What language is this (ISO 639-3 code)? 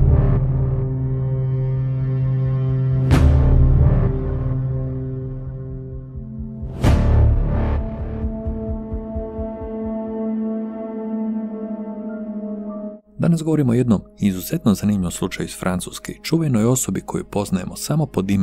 hrv